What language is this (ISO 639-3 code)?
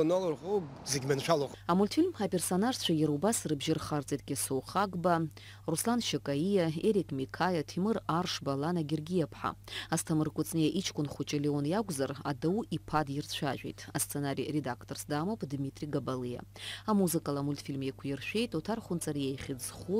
abk